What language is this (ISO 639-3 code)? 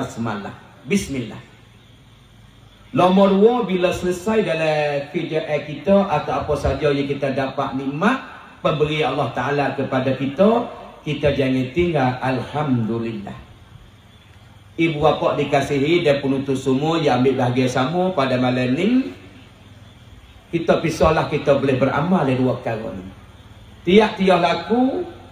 msa